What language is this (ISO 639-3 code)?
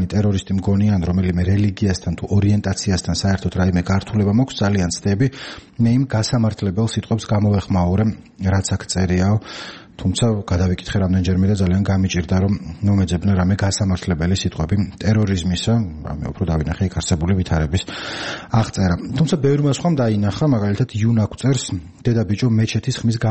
kat